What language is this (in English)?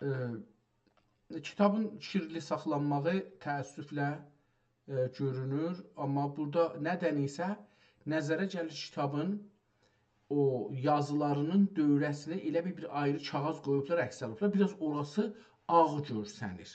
South Azerbaijani